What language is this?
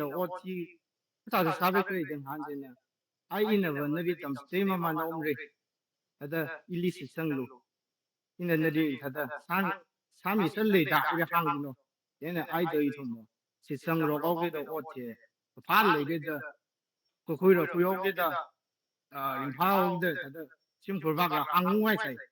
Tangkhul Naga (India)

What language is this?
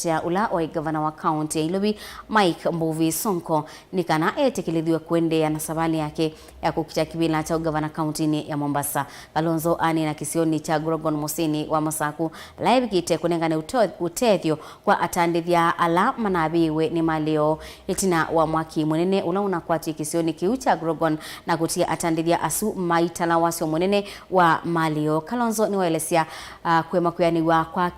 Kamba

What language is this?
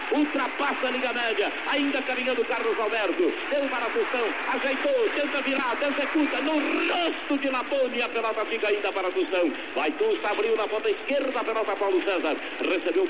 Portuguese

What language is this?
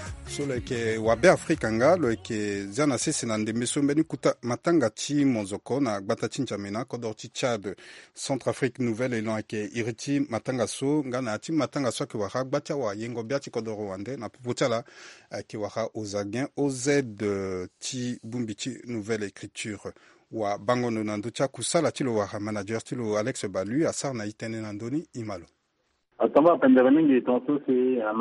Sango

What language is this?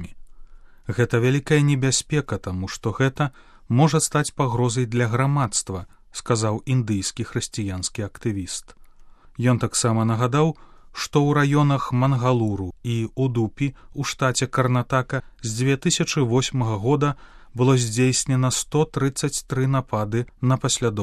Belarusian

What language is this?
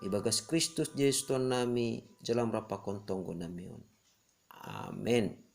Batak Simalungun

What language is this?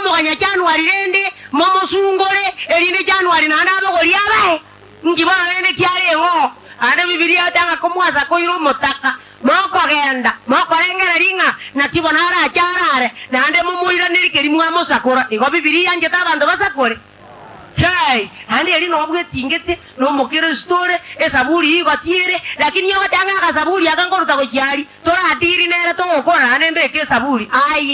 Gusii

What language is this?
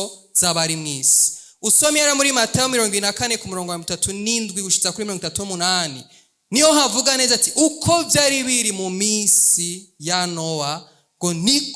Rundi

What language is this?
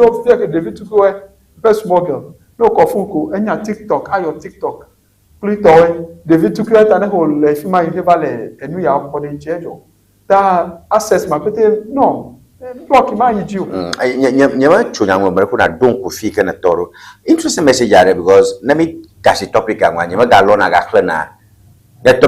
Ewe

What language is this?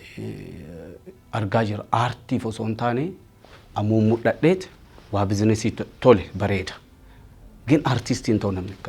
Oromo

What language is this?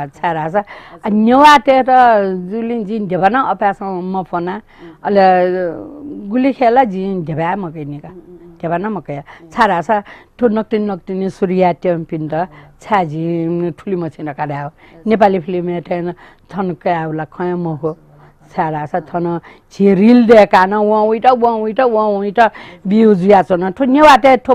Newari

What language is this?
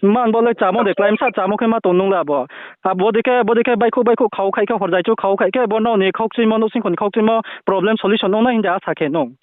Riang (India)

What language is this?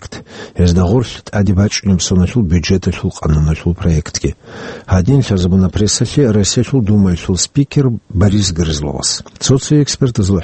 Avaric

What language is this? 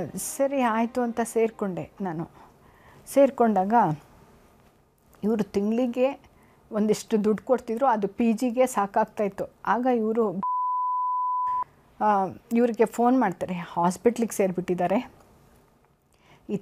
Kannada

